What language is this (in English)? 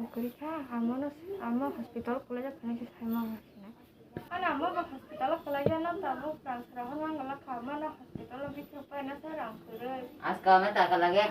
Kok Borok